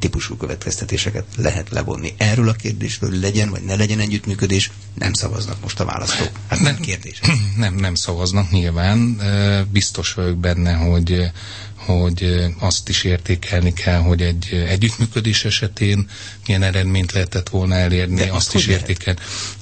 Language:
Hungarian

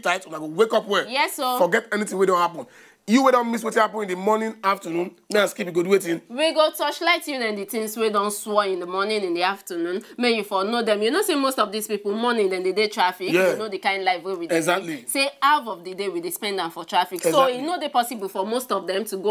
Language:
Nigerian Pidgin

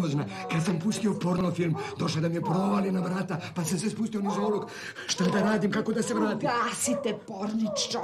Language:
Serbian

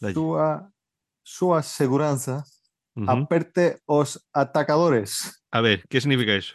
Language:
Galician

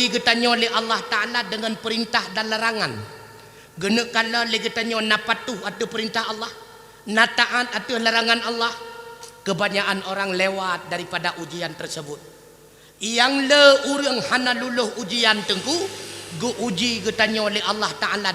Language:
Achinese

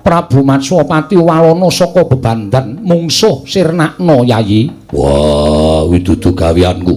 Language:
Javanese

